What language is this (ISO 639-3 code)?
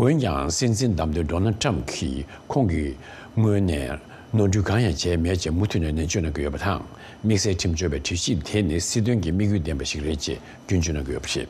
bod